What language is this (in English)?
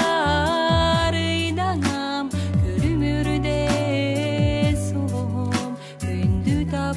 Yakut